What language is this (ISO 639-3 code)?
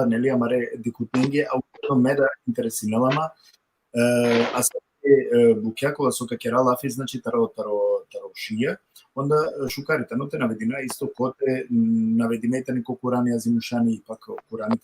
rmn